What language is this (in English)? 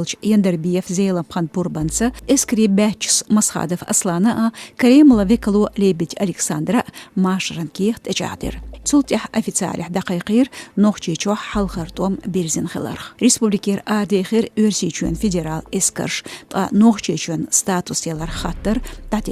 Chechen